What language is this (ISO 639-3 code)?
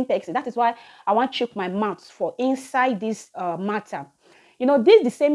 pcm